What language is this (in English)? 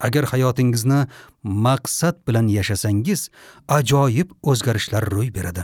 Uzbek